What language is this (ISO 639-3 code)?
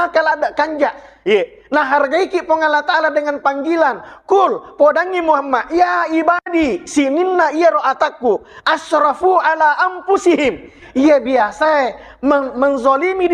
bug